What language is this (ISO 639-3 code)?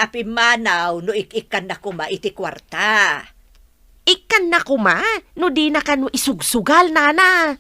ilo